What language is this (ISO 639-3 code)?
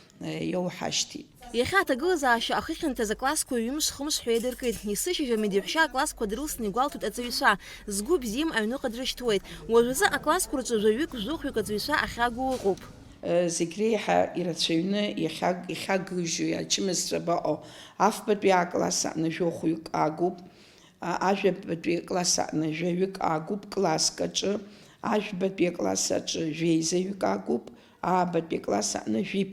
abk